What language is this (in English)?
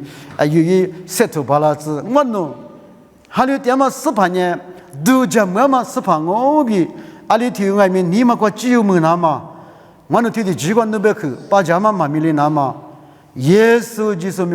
Lisu